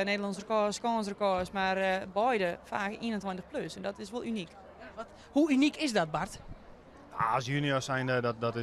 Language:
Western Frisian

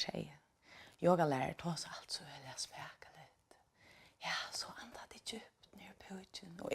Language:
Faroese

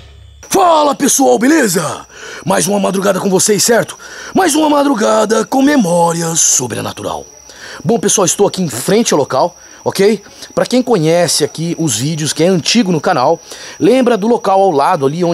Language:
Portuguese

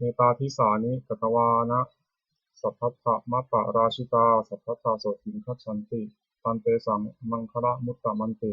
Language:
Pali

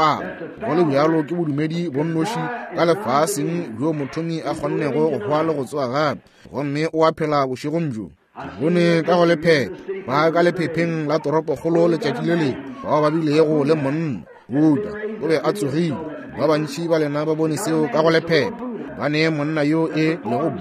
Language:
Northern Sotho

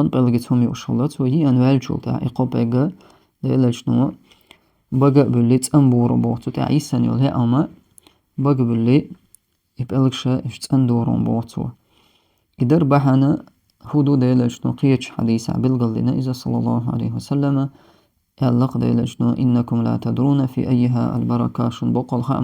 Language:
Chechen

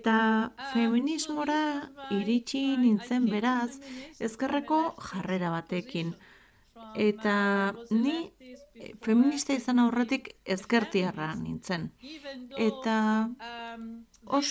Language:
Basque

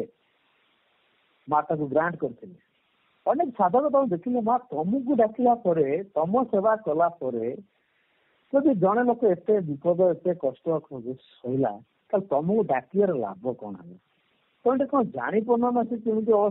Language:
Odia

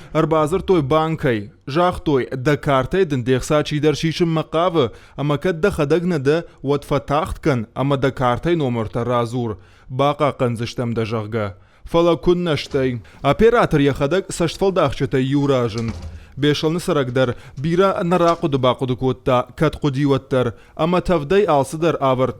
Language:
Ossetic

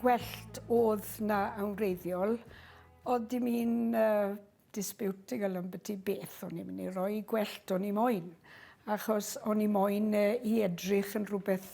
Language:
Welsh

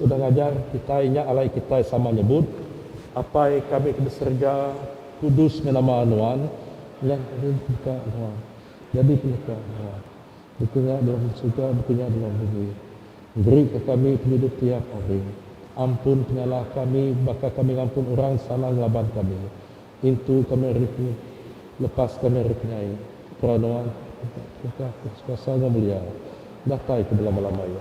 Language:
Iban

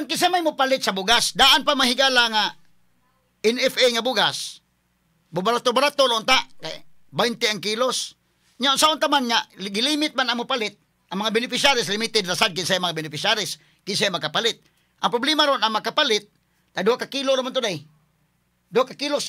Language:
Cebuano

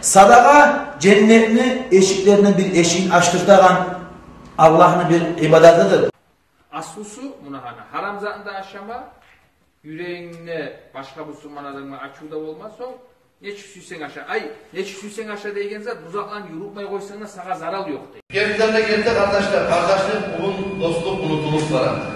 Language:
Kumyk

